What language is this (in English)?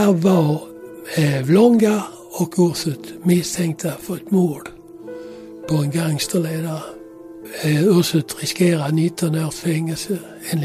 Swedish